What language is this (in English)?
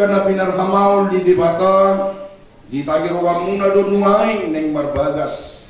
Batak Toba